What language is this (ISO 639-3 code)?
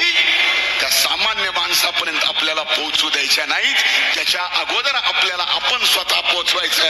mar